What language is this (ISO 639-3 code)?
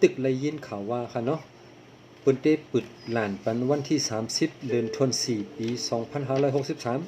shn